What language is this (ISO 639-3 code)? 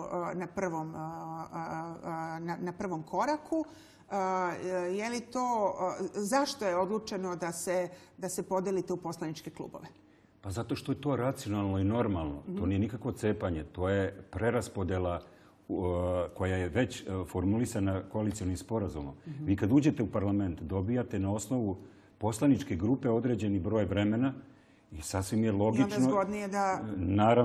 srp